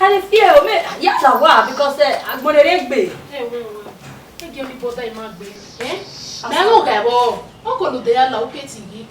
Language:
Bini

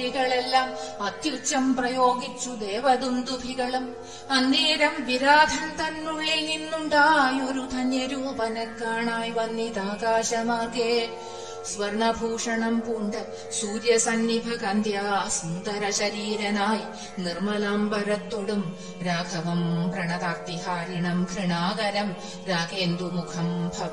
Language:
Malayalam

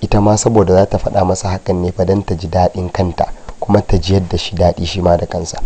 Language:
Hausa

